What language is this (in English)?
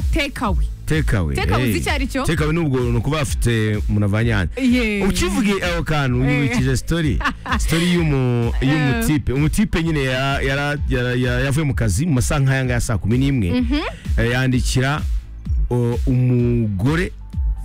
Kinyarwanda